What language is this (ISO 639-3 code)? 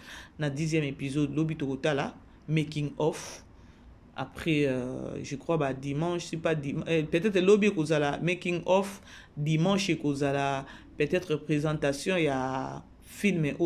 lin